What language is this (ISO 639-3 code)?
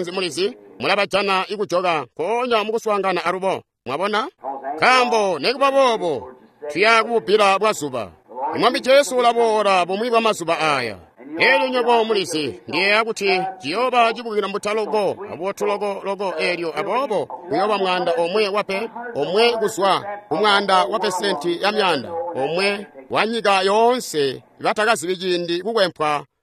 toi